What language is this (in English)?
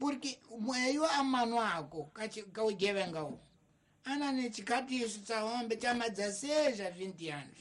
Tsonga